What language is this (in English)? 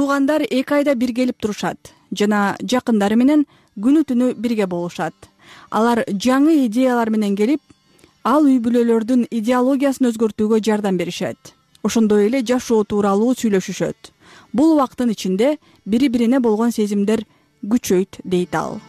Kyrgyz